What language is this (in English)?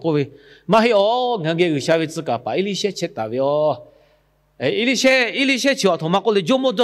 Lahu